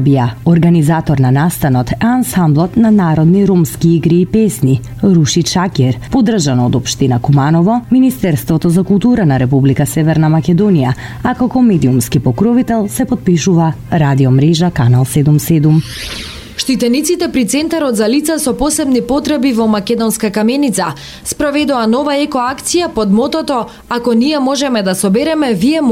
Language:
Macedonian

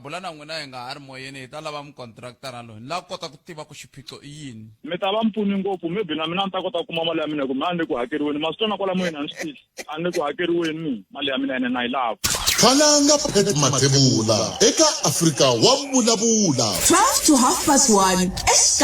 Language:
Tsonga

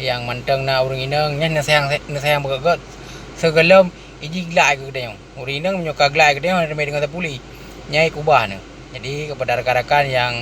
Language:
Achinese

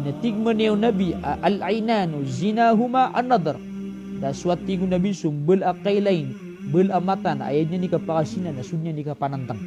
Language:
Maranao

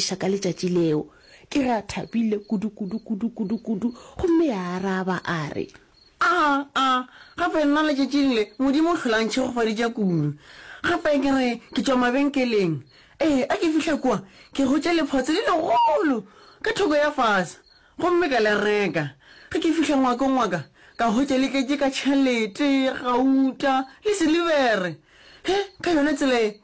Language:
Northern Sotho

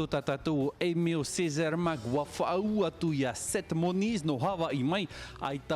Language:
Tahitian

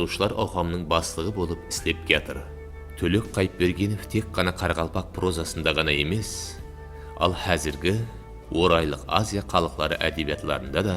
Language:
Kara-Kalpak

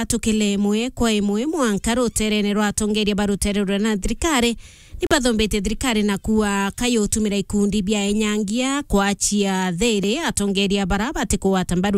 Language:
Meru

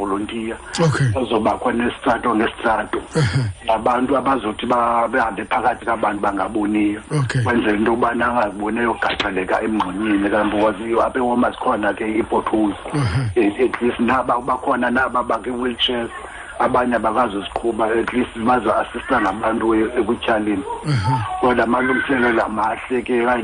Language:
Xhosa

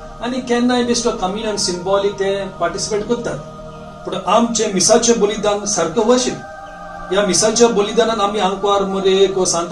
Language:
Konkani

